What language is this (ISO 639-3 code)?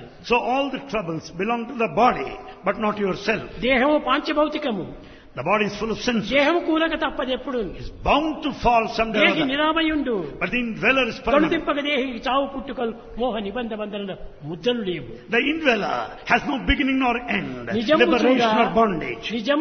tel